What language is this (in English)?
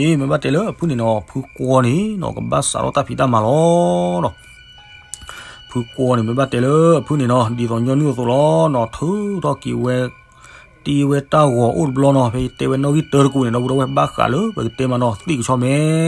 S'gaw Karen